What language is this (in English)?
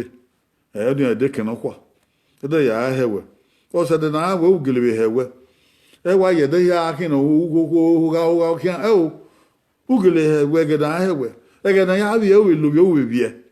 Bini